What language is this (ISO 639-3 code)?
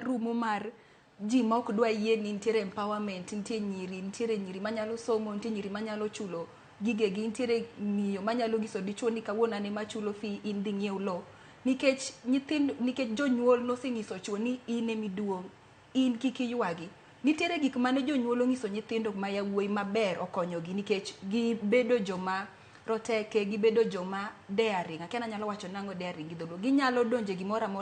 luo